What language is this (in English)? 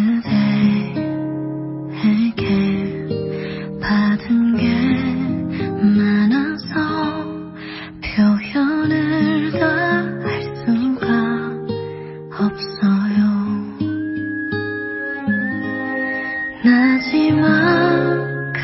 Korean